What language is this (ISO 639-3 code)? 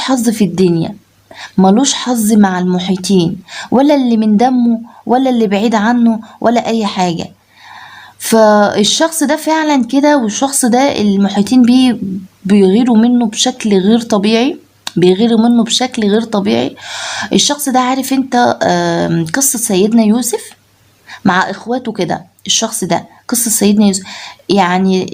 arz